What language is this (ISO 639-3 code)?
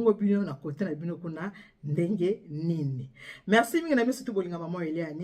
lin